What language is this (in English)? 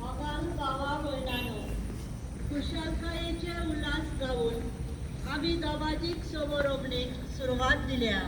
Konkani